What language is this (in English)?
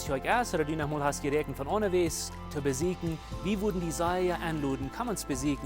Plautdietsch